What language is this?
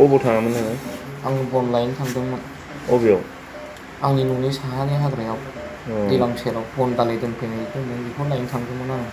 Bodo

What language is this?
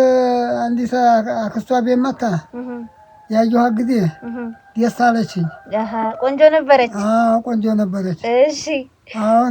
Amharic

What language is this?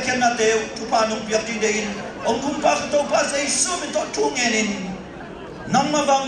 Tedim Chin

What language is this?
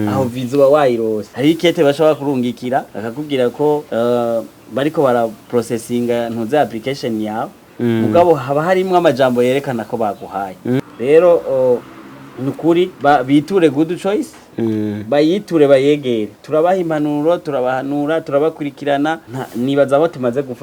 Rundi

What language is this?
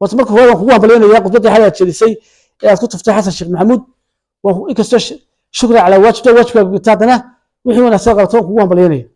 Somali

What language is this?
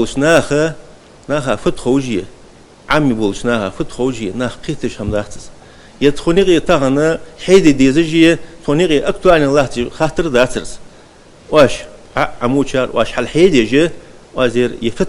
Ingush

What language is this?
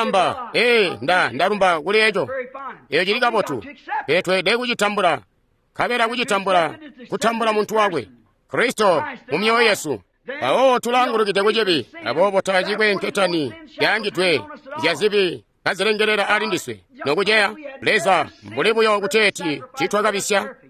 Tonga (Zambia)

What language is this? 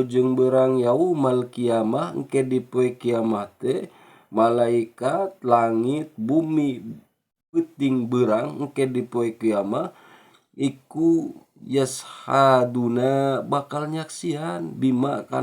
Sundanese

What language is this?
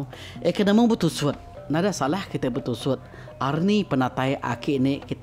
Iban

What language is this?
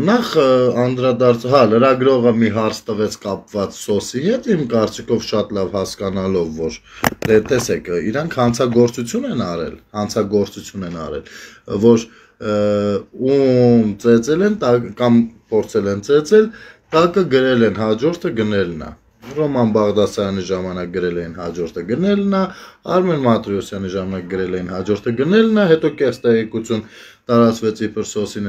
Armenian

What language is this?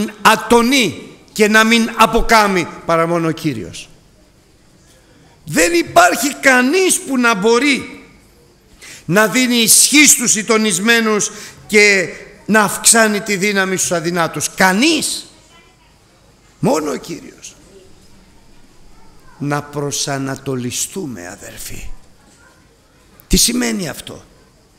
Greek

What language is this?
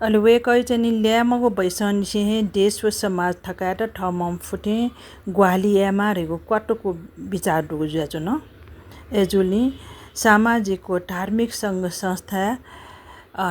Newari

